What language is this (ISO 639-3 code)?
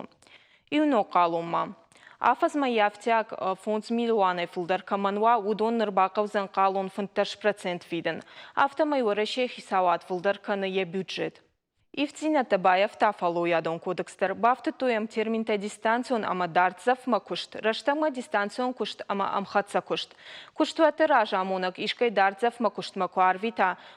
oss